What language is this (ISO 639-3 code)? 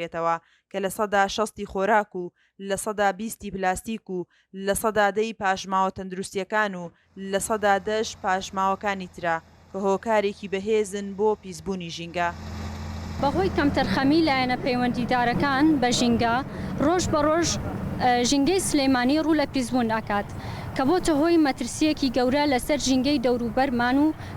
ckb